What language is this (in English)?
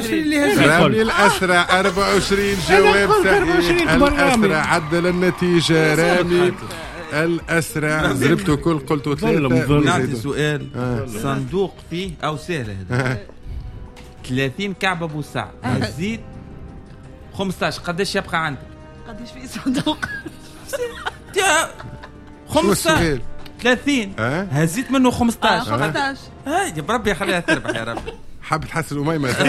Tunisian Arabic